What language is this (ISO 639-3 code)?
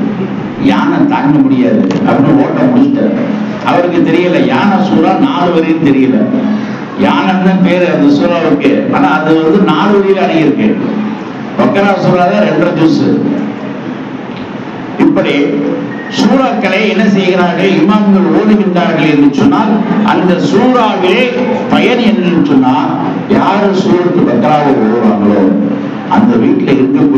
tam